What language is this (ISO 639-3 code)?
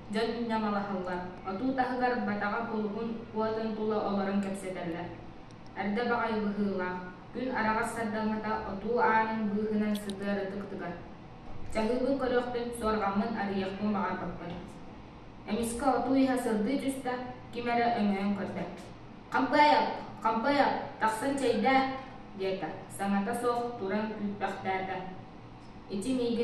sah